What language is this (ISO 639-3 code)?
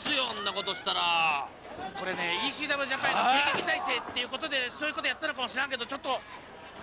jpn